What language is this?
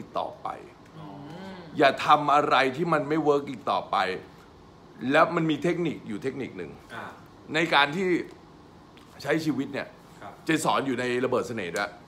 Thai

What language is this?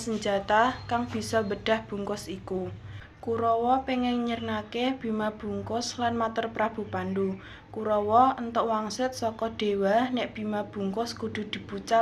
Javanese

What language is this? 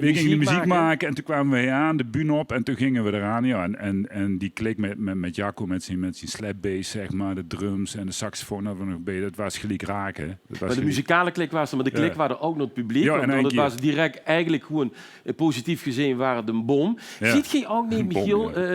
Limburgish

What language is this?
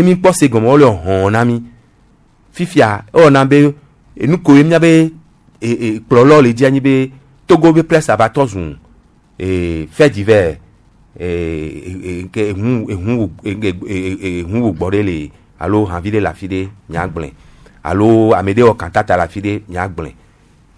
Gen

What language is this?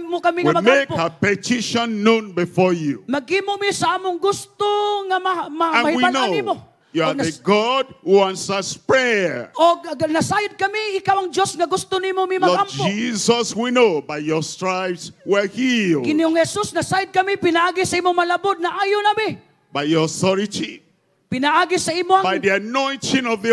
Cebuano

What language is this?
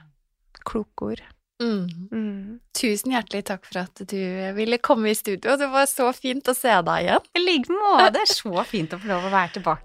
Norwegian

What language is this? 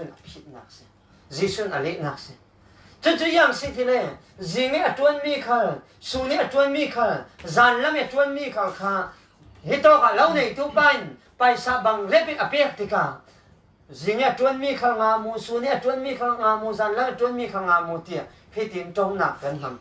Falam Chin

